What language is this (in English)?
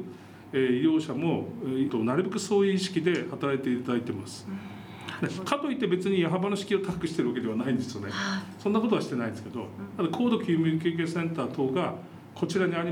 Japanese